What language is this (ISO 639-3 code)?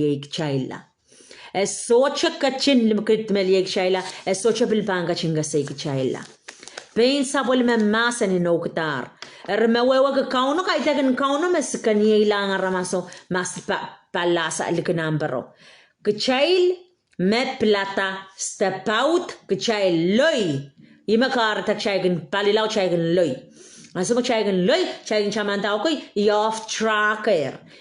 pon